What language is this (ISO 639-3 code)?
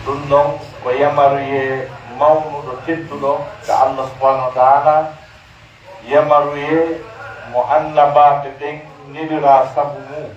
fuf